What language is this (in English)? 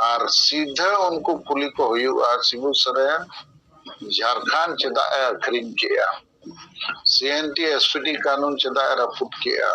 Santali